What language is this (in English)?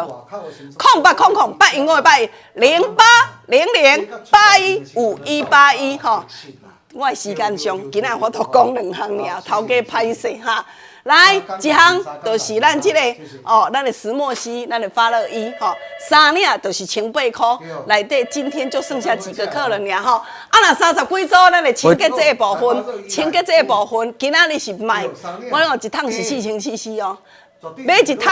Min Nan Chinese